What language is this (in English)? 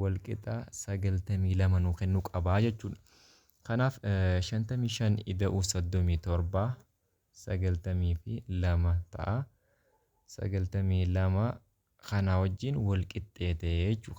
Oromo